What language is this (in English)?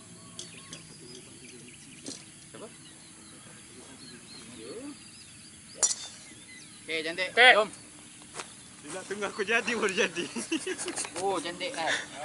Malay